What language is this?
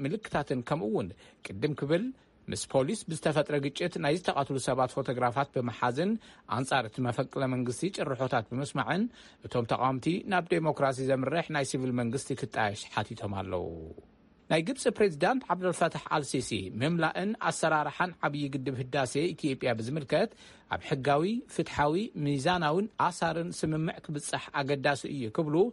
Tigrinya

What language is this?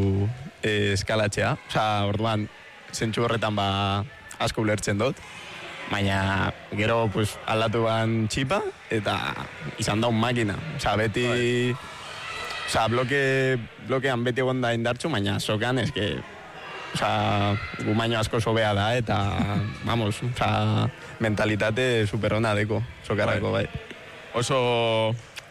Basque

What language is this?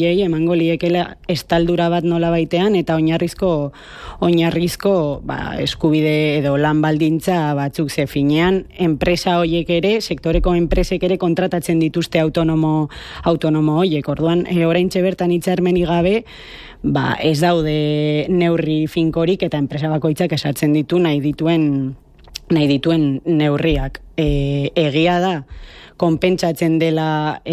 Basque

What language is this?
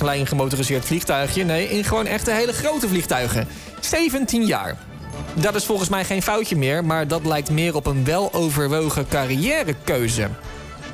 Dutch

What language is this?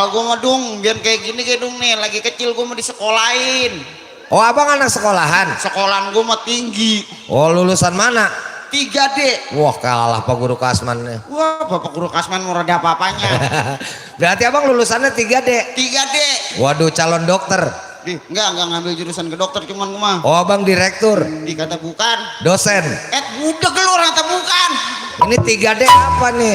Betawi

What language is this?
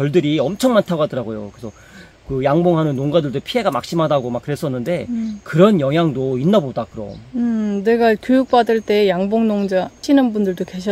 Korean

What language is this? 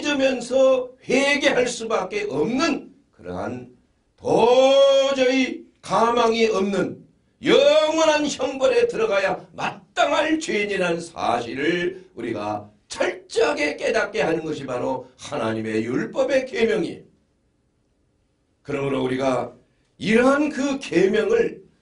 Korean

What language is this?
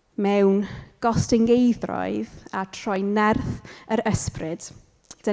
Welsh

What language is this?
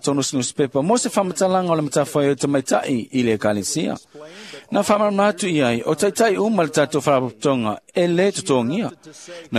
Samoan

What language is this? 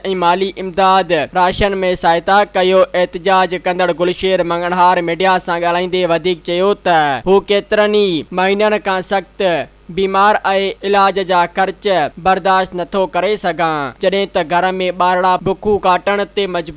Sindhi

